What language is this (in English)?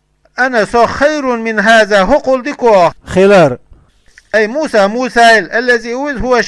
Chechen